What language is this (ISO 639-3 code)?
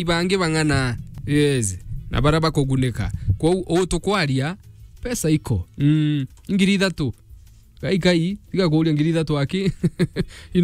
mer